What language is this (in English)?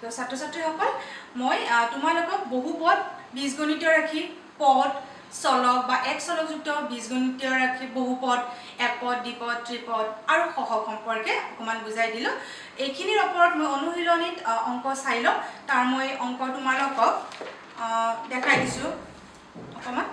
Assamese